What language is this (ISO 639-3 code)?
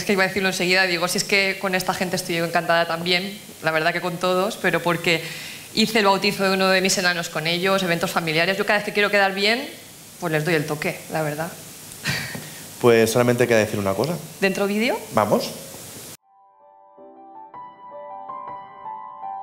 spa